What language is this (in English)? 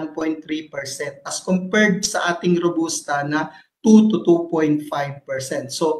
Filipino